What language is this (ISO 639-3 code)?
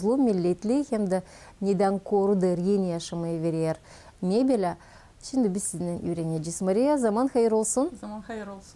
gag